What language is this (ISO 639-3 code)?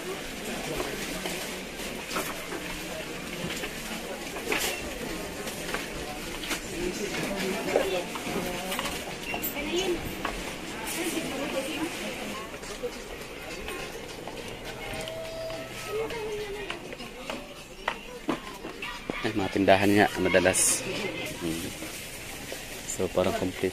fil